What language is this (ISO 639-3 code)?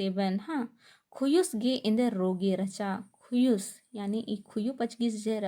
kru